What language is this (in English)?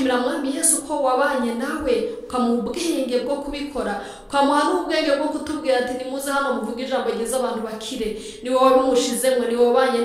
Rundi